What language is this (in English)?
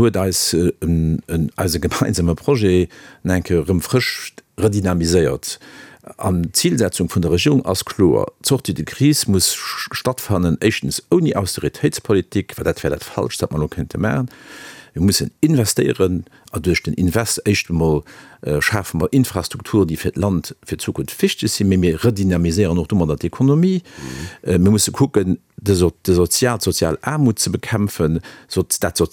Luxembourgish